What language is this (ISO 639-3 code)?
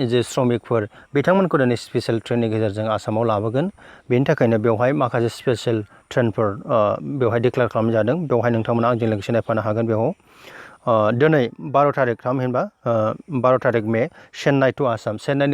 brx